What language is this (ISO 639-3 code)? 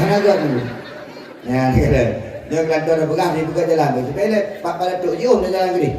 ace